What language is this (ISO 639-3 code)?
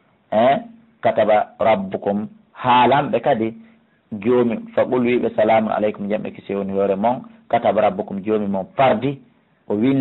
ful